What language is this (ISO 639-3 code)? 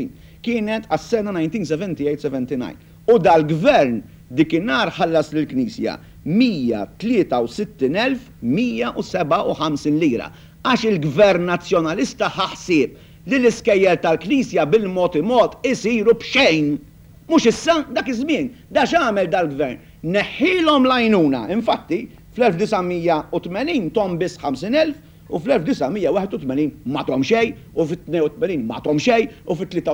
mlt